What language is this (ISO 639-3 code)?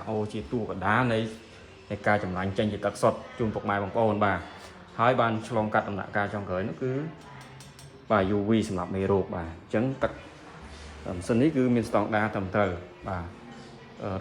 khm